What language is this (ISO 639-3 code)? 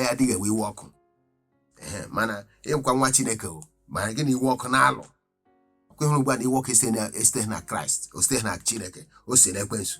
ibo